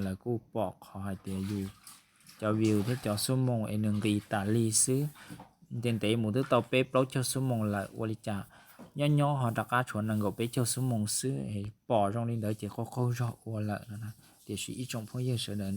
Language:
Hmong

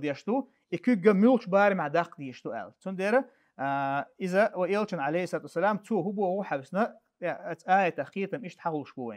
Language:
Chechen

